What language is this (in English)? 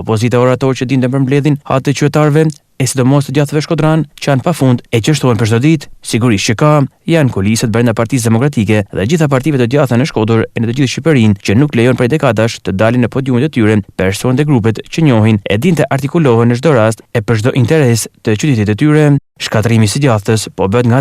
Albanian